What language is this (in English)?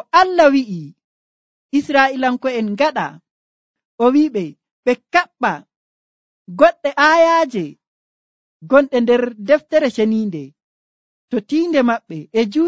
Nigerian Fulfulde